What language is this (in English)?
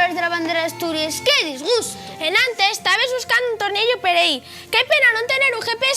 Asturian